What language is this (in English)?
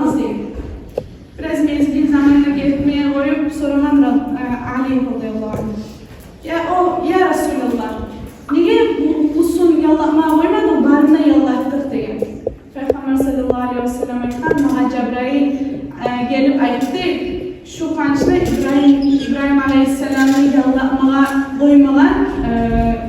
Kumyk